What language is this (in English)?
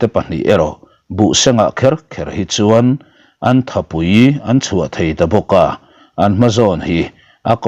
Mizo